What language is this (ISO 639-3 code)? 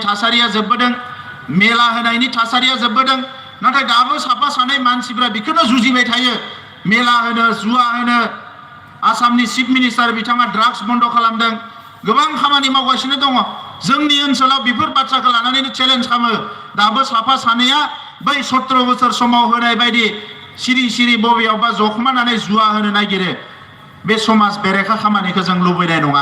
brx